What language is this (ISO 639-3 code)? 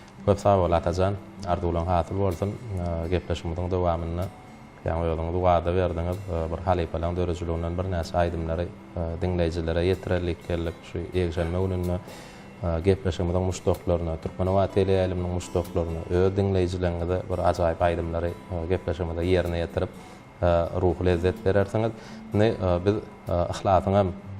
tuk